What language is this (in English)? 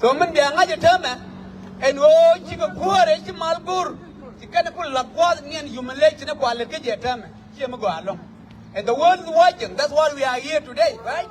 Nuer